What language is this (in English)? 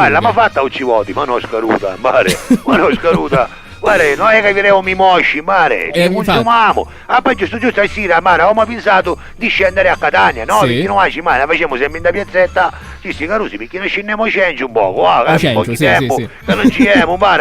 Sicilian